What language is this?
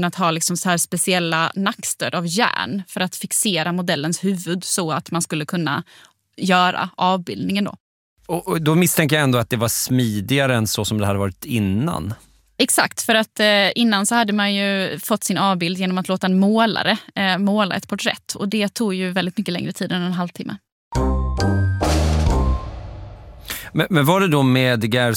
Swedish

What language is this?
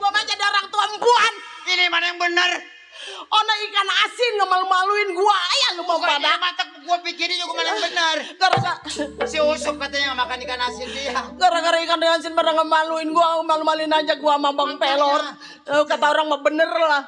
Betawi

